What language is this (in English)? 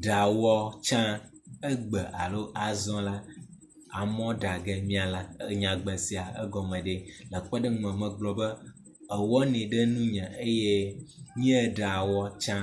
Ewe